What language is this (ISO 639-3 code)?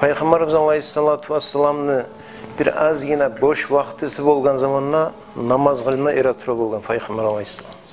kum